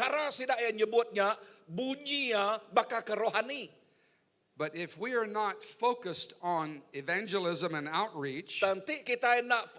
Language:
Iban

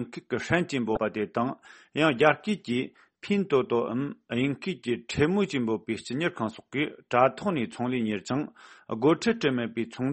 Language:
Tibetan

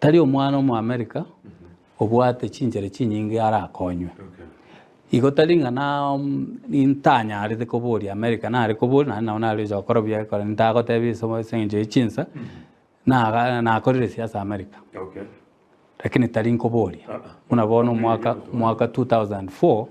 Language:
Gusii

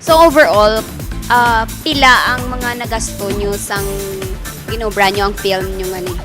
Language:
Hiligaynon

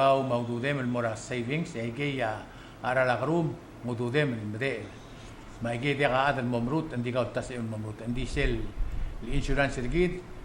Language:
Palauan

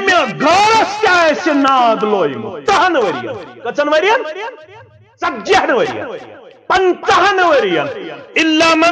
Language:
Kashmiri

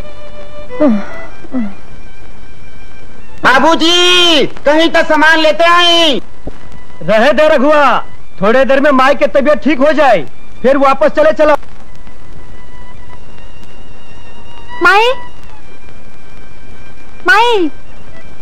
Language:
Bhojpuri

